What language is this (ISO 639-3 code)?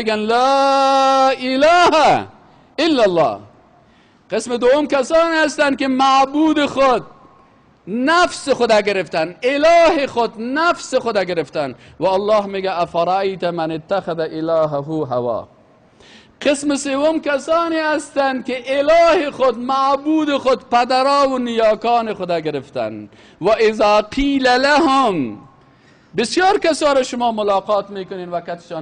fas